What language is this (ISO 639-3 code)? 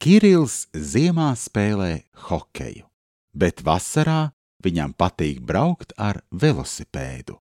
lav